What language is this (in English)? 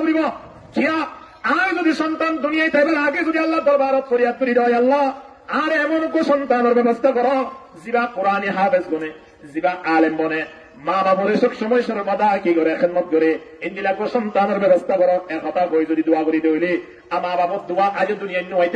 Rohingya